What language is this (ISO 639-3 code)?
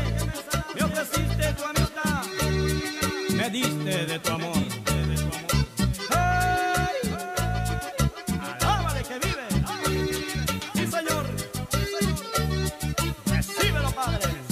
spa